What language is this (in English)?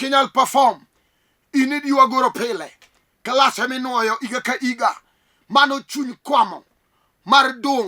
Luo (Kenya and Tanzania)